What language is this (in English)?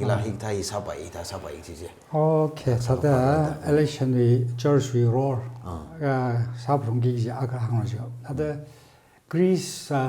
Tangkhul Naga (India)